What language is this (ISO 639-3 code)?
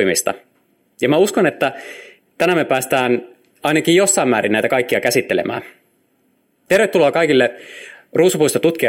fin